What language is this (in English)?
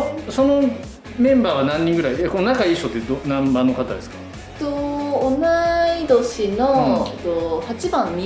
Japanese